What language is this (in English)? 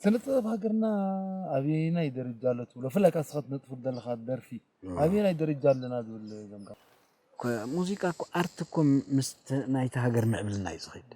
Tigrinya